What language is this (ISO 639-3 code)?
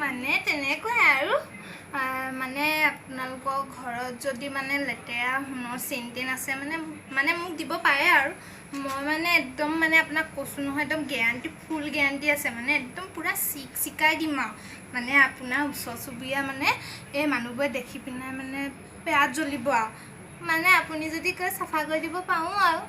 asm